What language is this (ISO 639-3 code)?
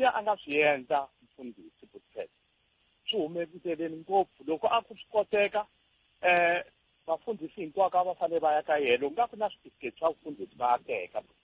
tso